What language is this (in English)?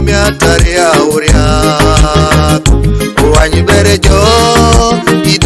Teso